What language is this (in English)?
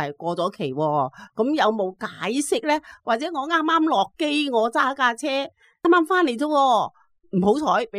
Cantonese